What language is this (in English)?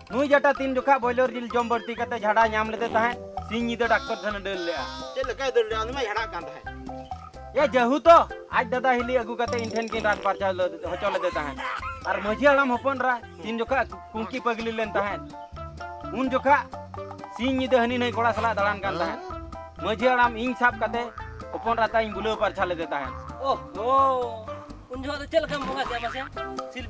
Santali